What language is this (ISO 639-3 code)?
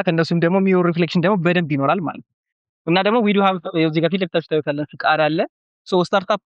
amh